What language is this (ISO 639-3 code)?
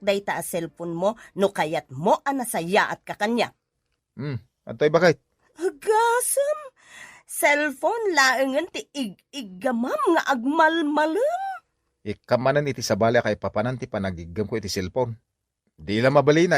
ilo